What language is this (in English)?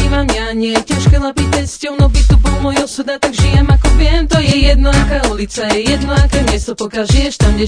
Slovak